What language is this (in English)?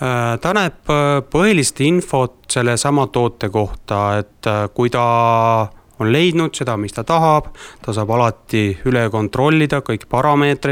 Estonian